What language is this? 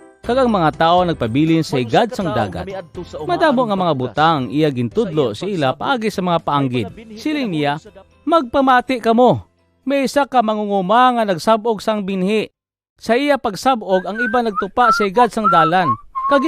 Hiligaynon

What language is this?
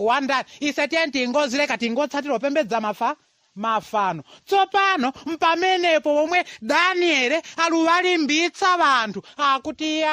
Nyanja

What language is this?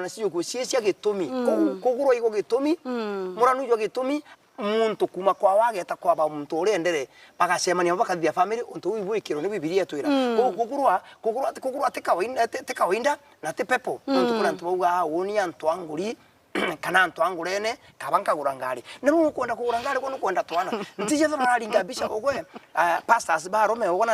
Meru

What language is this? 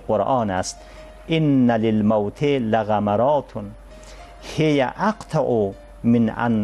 Persian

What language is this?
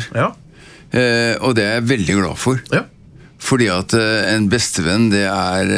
Norwegian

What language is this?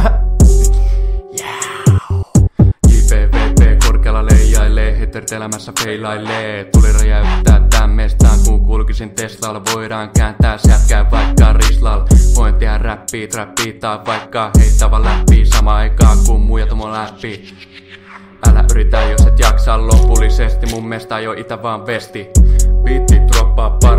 Finnish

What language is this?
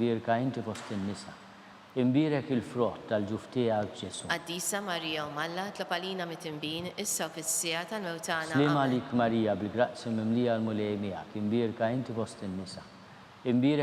Maltese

